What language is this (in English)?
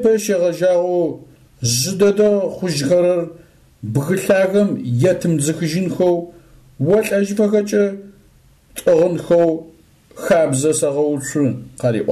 Adyghe